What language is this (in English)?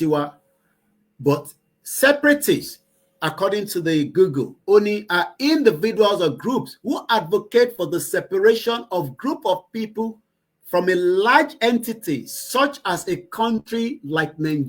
Yoruba